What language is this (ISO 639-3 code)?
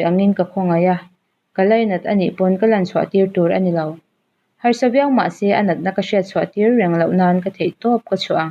lus